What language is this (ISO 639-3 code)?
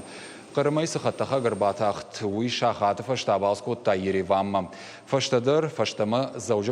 oss